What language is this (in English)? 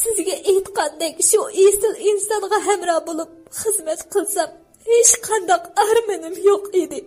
Uyghur